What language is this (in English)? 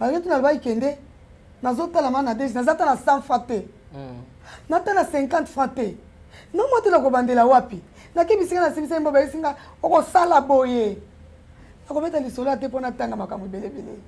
Lingala